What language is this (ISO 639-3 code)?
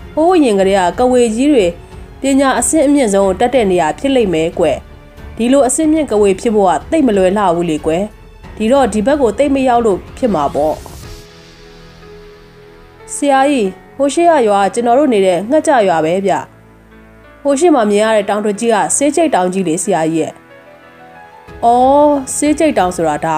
mya